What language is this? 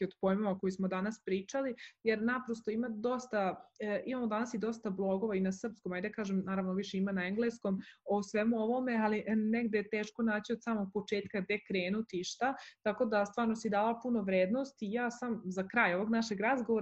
Serbian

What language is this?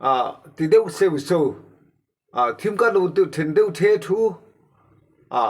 Mizo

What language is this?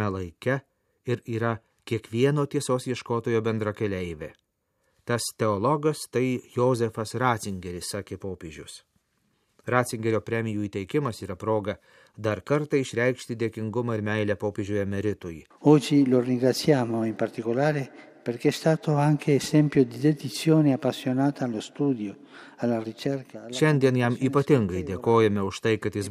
Lithuanian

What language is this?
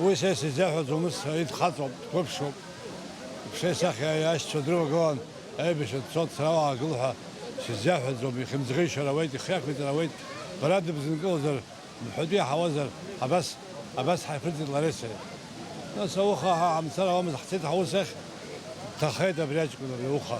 Abkhazian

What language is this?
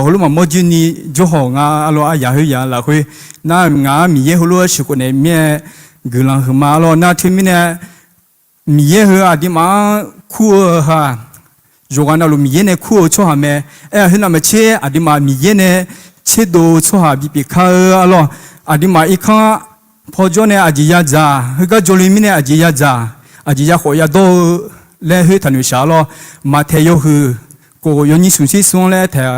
Akha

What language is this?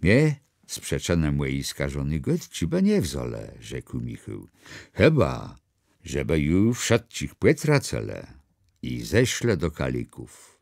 Kashubian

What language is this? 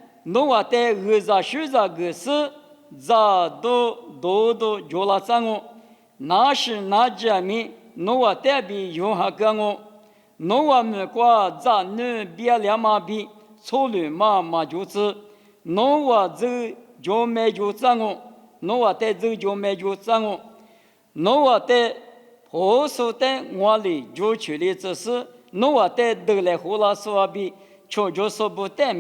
Lisu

